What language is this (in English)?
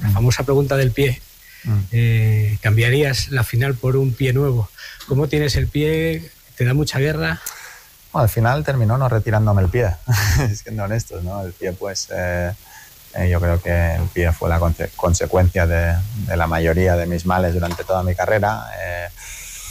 Spanish